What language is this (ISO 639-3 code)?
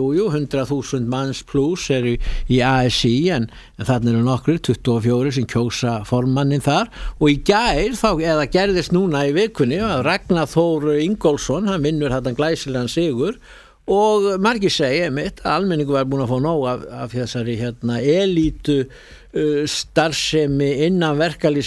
isl